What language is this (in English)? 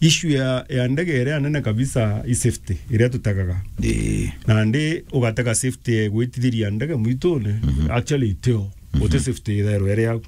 Meru